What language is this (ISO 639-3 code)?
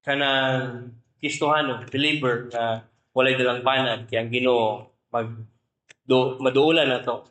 ceb